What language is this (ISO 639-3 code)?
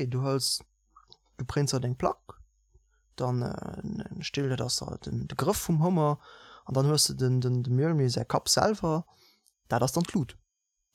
ltz